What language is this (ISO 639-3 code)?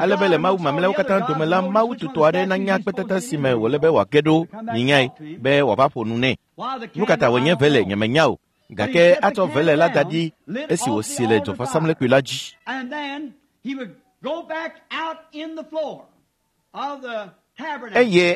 ewe